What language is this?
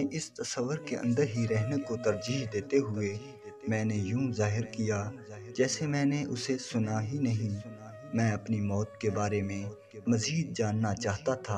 Urdu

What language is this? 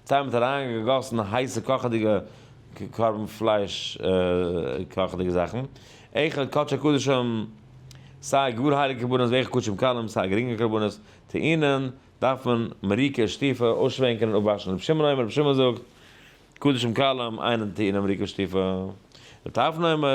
Yiddish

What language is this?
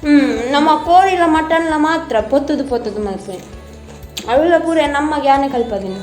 Tulu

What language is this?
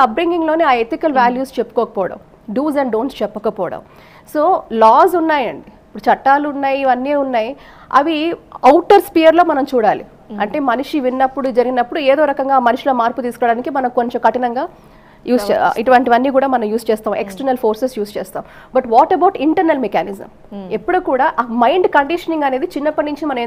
Telugu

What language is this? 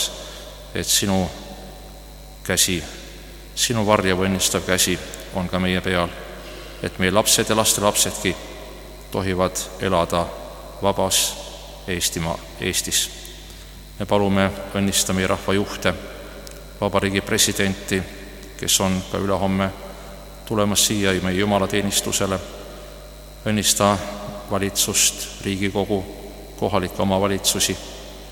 Estonian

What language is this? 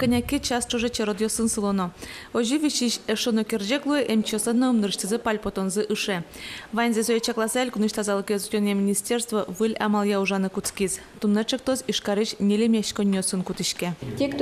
Udmurt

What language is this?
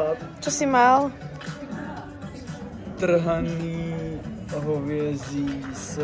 Slovak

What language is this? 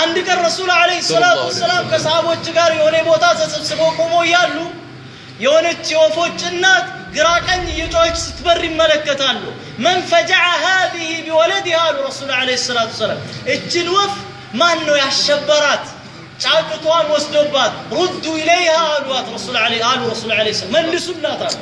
Amharic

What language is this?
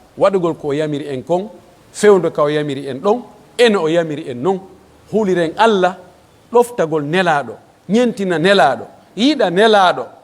Pular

